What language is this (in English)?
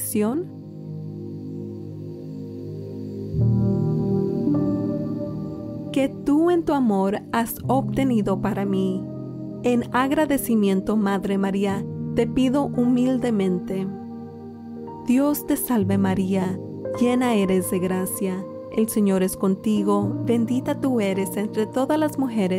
Spanish